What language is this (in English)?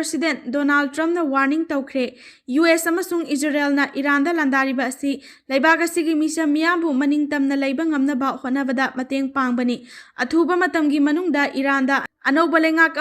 Manipuri